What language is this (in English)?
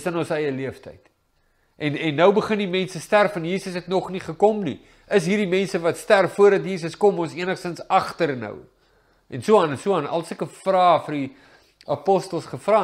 Afrikaans